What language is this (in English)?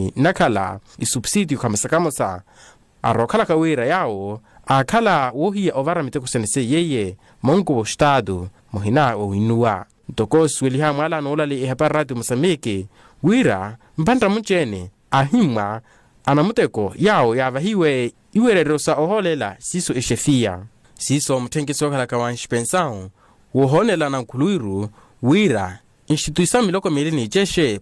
Makhuwa